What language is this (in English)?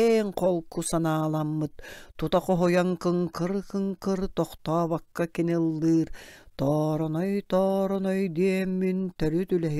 Yakut